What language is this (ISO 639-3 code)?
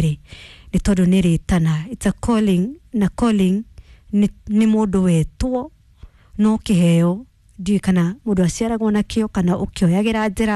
kik